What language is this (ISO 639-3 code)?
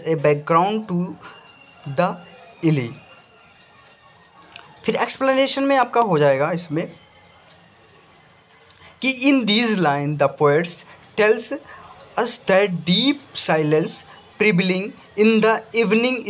hin